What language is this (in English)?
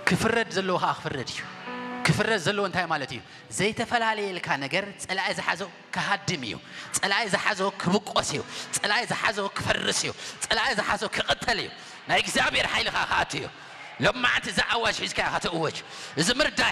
Tigrinya